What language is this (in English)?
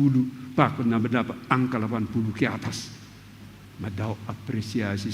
Batak Simalungun